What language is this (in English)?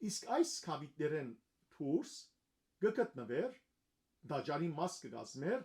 Western Armenian